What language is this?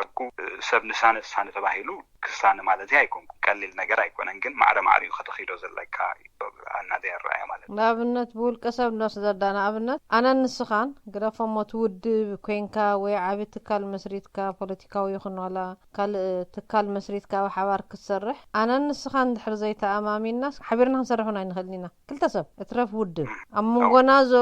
Tigrinya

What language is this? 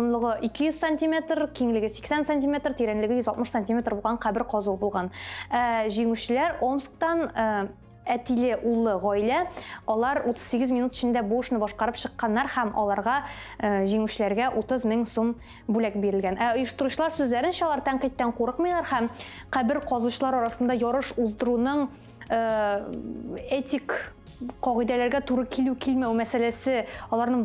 Tatar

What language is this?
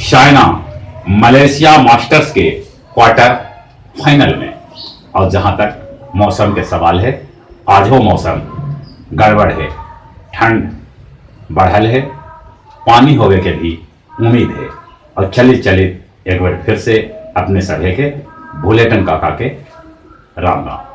Magahi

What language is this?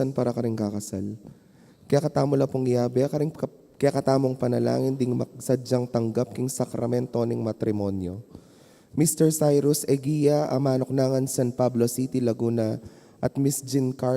Pampanga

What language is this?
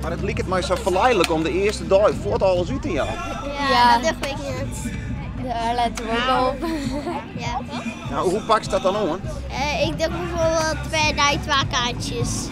Western Frisian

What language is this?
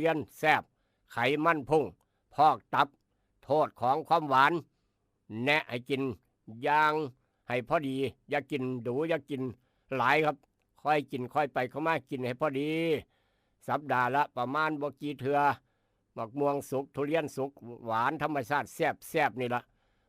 Northeastern Thai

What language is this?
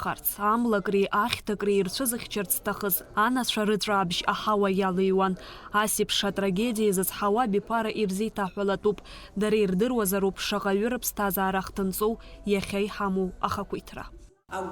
Abkhazian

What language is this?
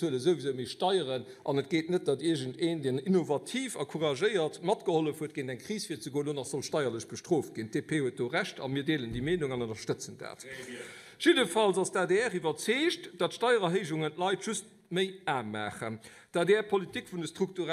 Luxembourgish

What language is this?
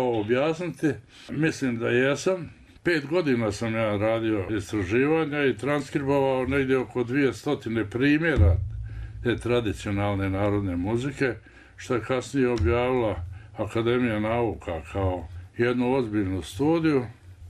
Bosnian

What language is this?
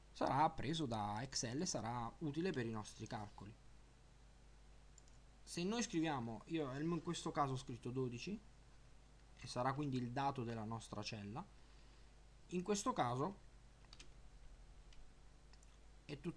Italian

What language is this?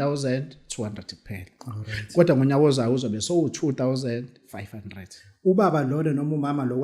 Zulu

